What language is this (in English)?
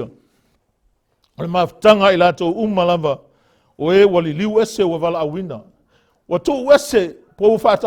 Samoan